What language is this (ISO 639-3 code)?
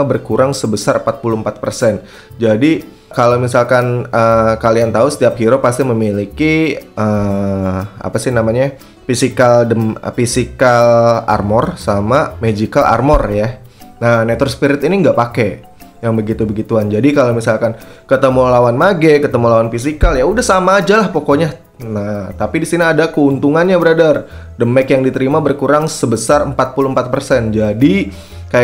ind